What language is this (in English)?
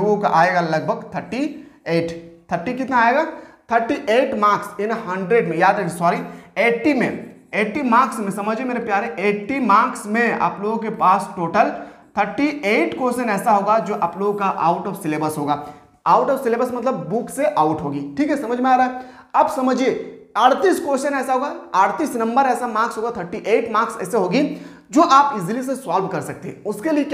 Hindi